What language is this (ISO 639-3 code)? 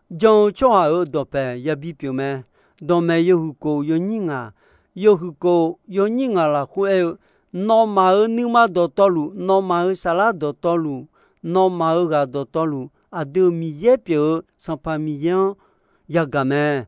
ahk